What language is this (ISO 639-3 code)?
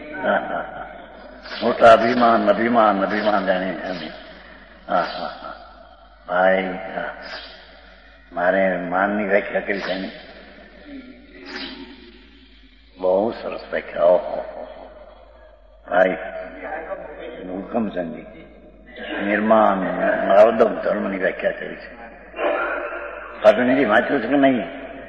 guj